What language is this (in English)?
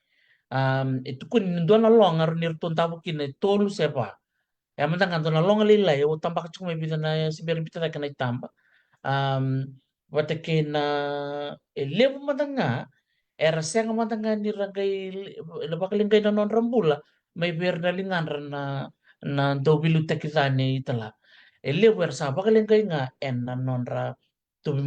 Fijian